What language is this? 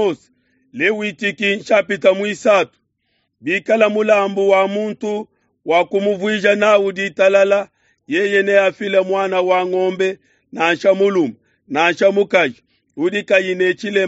Luba-Lulua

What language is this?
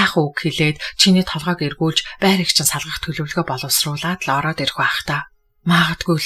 Mongolian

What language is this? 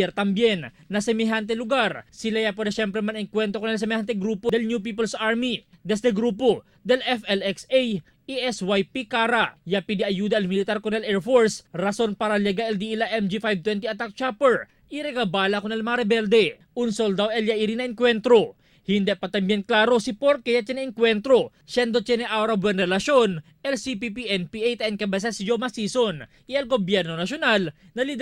Chavacano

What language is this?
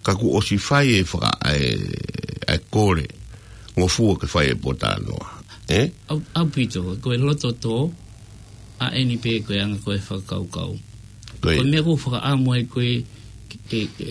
Tongan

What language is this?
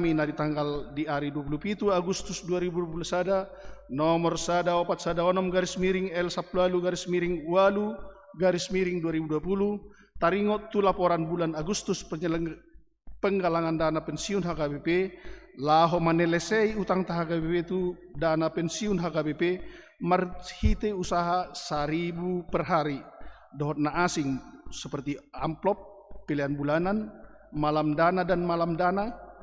Batak Toba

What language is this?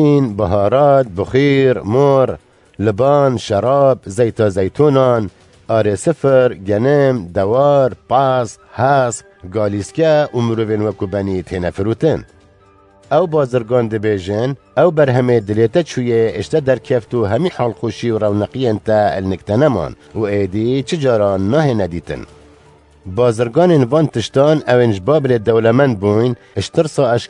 Kurdish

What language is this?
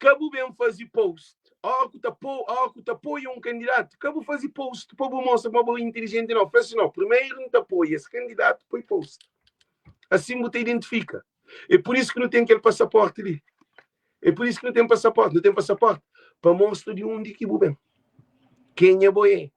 Kabuverdianu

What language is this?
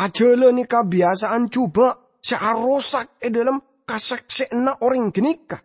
Madurese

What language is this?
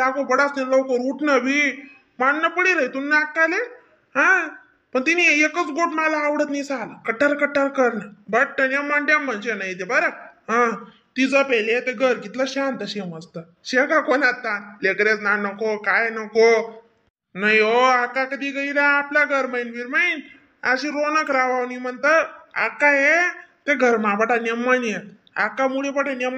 Khandesi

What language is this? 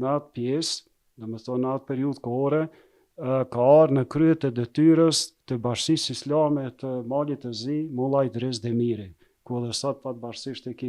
Albanian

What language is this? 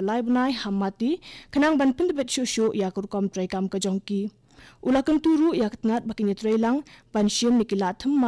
Khasi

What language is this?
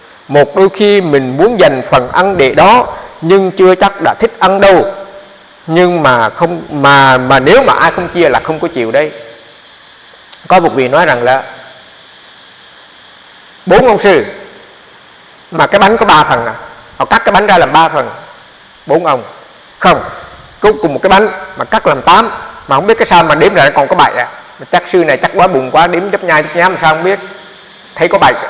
Vietnamese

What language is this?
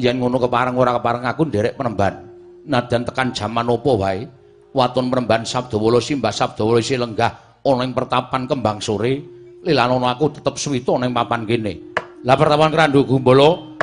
Javanese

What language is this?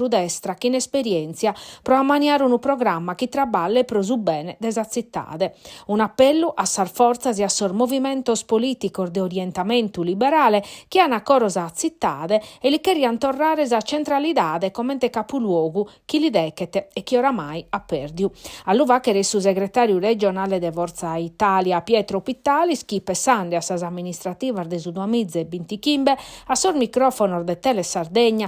Sardinian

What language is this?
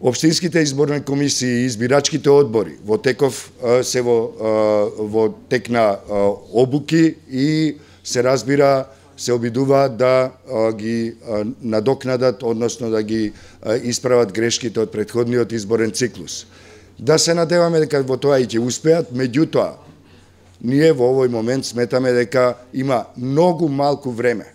Macedonian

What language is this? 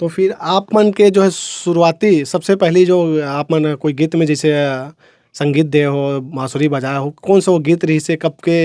Chhattisgarhi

